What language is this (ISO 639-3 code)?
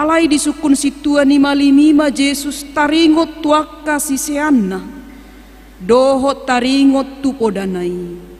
bbc